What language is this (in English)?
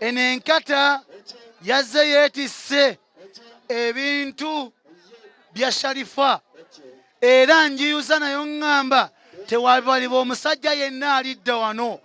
Ganda